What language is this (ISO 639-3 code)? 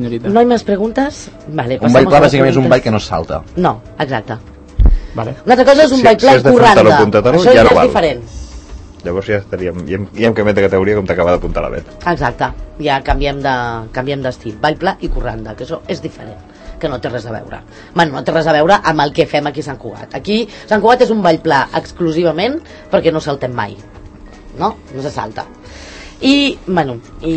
cat